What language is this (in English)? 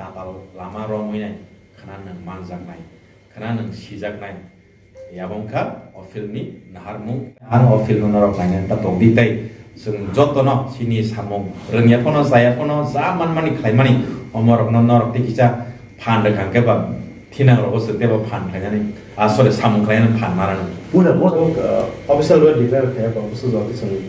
Kok Borok